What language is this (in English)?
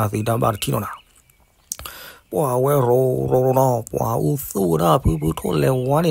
S'gaw Karen